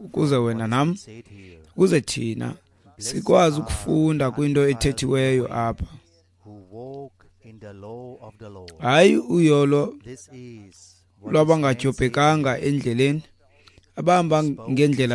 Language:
Xhosa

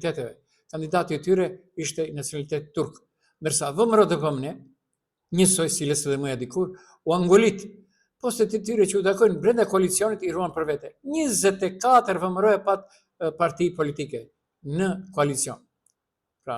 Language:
Albanian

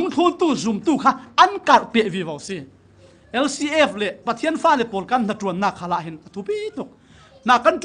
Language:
Falam Chin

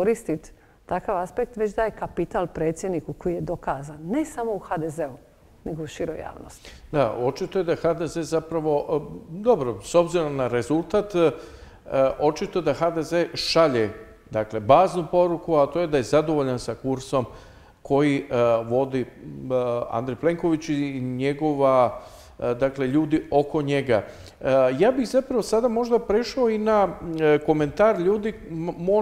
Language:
Croatian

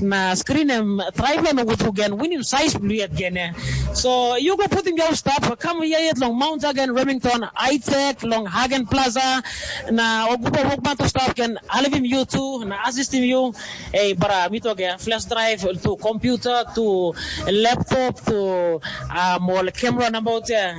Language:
Tok Pisin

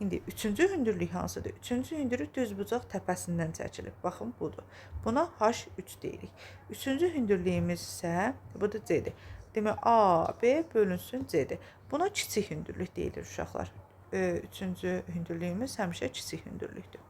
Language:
Azerbaijani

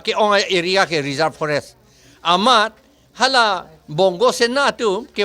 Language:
Karbi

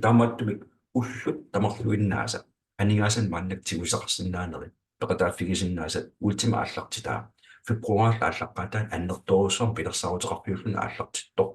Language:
Kalaallisut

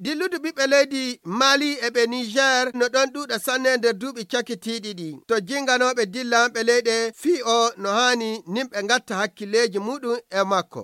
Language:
Fula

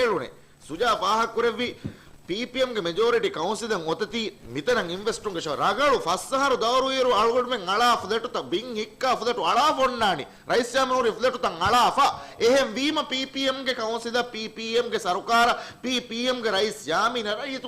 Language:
Divehi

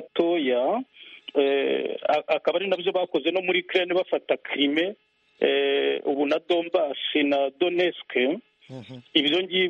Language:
Kinyarwanda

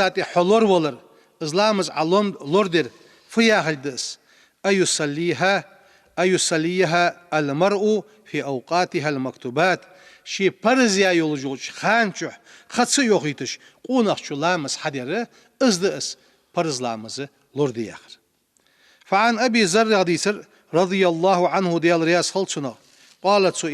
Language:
Ingush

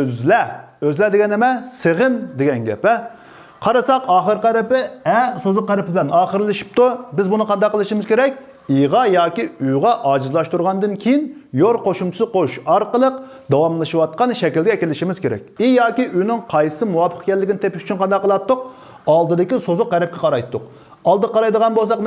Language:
Uyghur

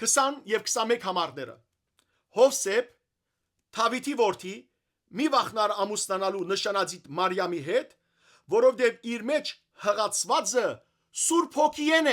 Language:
Western Armenian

